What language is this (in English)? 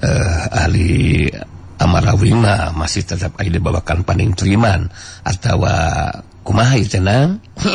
Sundanese